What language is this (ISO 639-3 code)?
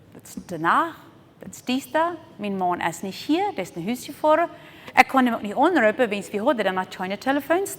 pdt